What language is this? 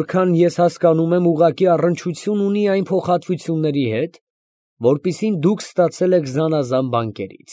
Armenian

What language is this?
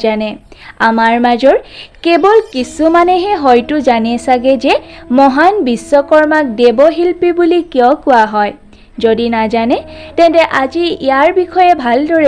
Assamese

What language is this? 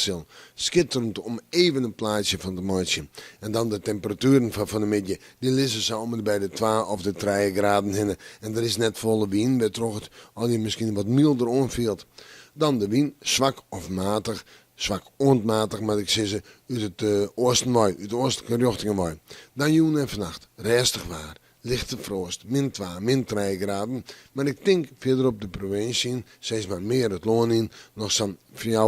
Western Frisian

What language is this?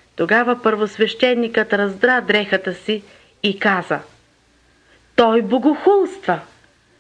Bulgarian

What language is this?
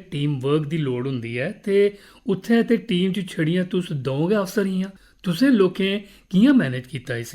Dogri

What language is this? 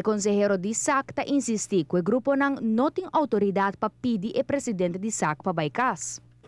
Papiamento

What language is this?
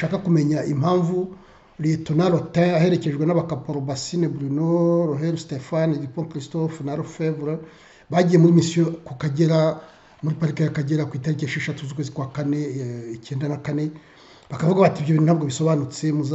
Kinyarwanda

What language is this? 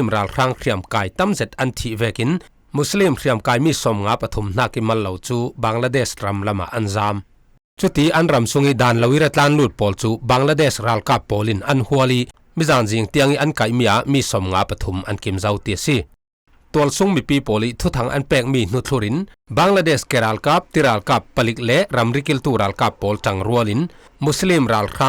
Falam Chin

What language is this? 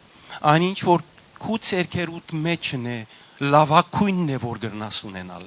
Western Armenian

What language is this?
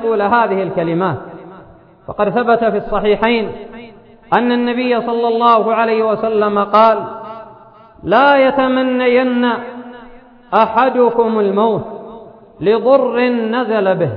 Arabic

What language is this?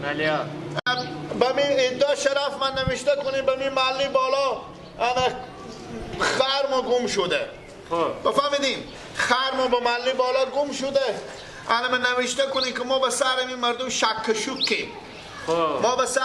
Persian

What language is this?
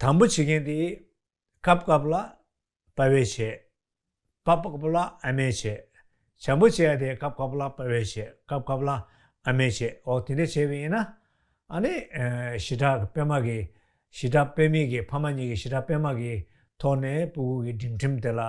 Tibetan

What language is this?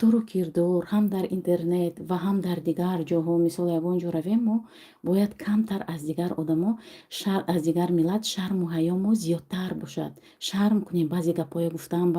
Tajik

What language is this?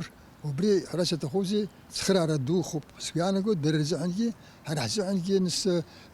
Abkhazian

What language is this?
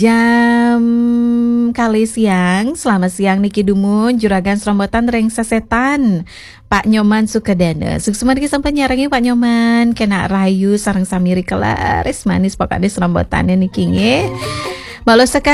Balinese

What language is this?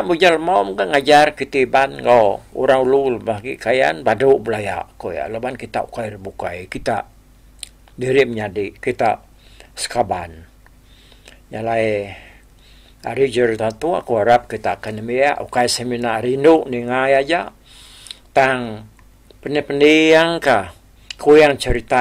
Iban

